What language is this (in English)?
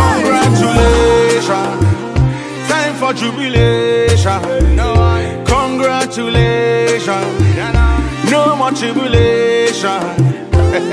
Swahili